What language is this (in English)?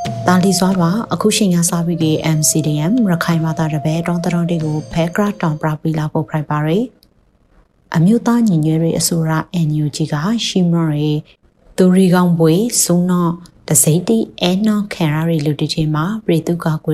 Burmese